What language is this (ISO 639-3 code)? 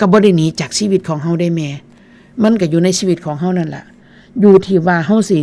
tts